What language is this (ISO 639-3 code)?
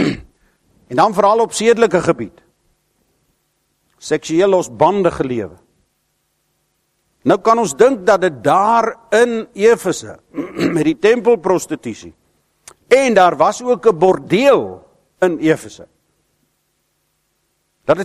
afr